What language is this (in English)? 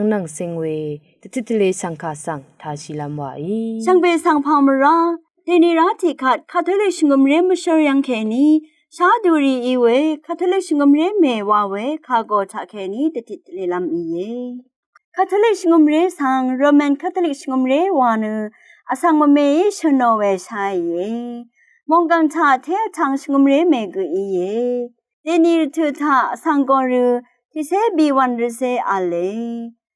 Rawang